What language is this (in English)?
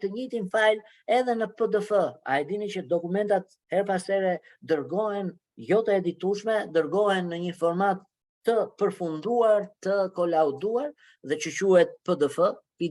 Albanian